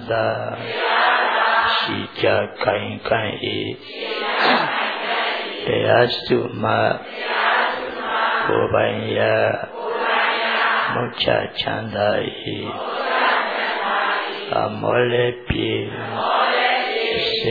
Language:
Burmese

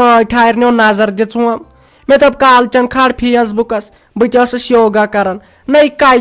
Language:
Kashmiri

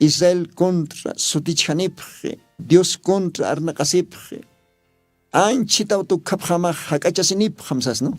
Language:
Aymara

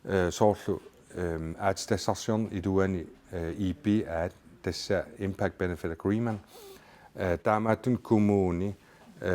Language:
Kalaallisut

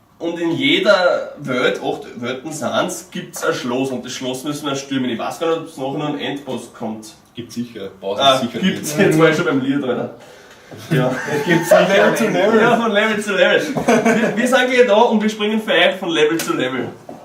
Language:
Bavarian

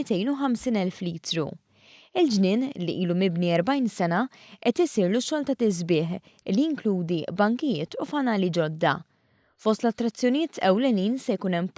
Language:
Maltese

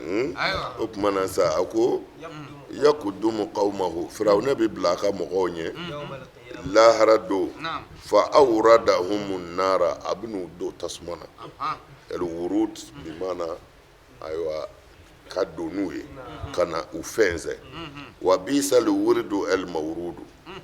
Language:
Bambara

